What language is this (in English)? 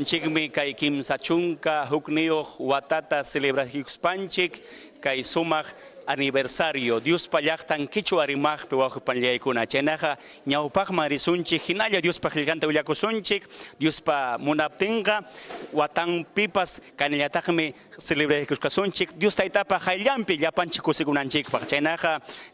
Ayacucho Quechua